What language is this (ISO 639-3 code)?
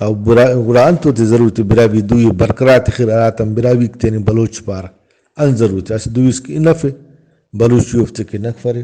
brh